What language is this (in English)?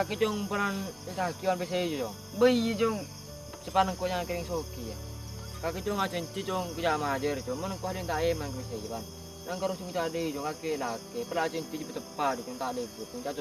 Madurese